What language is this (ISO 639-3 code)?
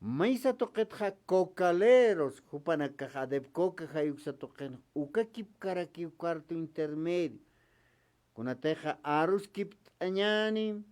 aym